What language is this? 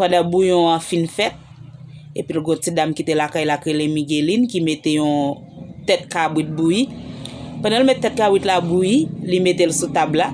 Haitian Creole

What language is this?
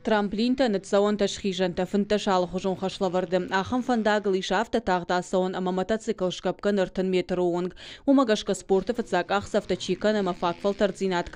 Ossetic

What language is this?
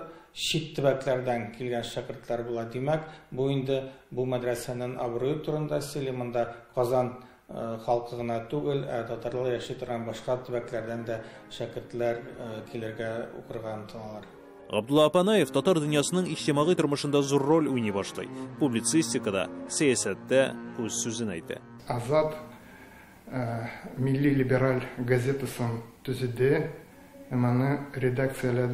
Tatar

